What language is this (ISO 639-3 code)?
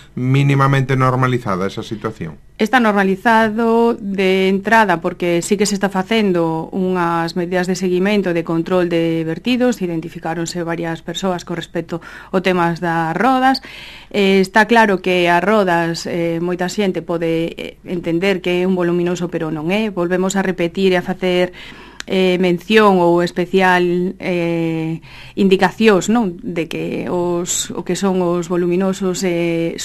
glg